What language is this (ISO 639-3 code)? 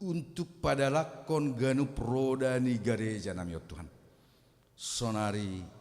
bts